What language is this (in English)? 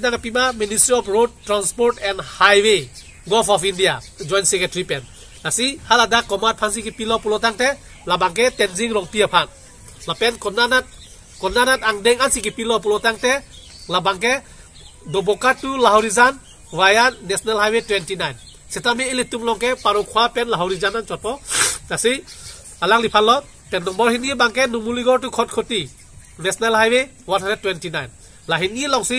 Karbi